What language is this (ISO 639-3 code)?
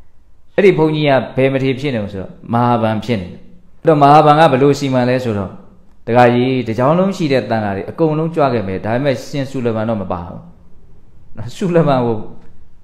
mya